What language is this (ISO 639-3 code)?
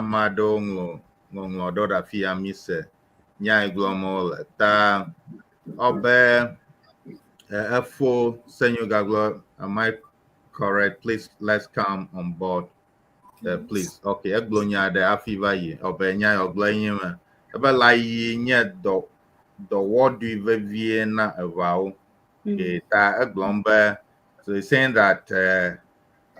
ewe